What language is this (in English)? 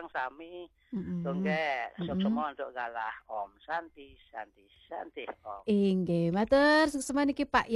Balinese